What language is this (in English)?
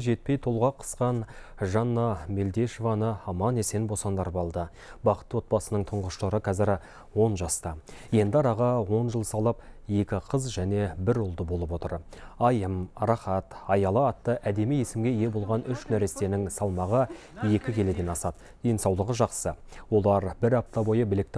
Kazakh